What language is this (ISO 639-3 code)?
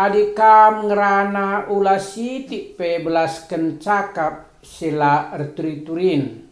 btx